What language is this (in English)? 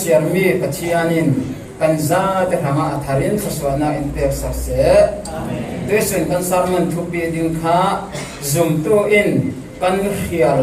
Falam Chin